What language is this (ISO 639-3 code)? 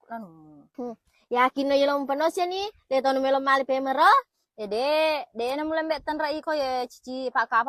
bug